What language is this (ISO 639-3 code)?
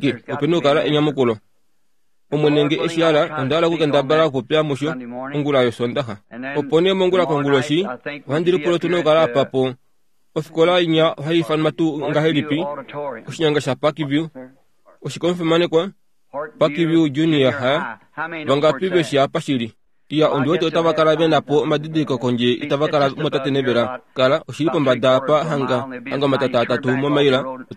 kua